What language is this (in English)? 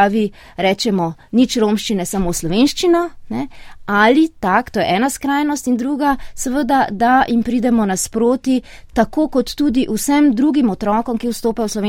Slovenian